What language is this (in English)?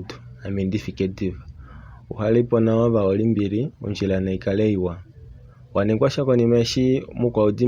Kuanyama